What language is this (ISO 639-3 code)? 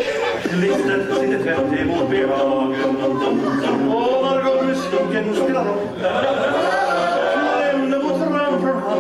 swe